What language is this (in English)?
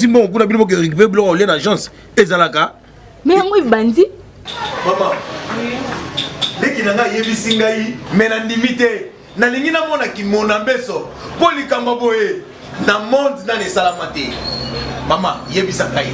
Lingala